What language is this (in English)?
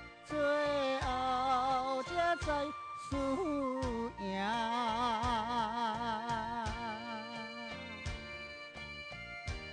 Min Nan Chinese